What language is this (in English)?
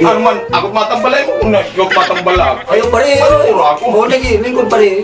Waray